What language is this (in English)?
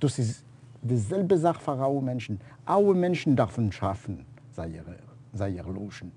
Yiddish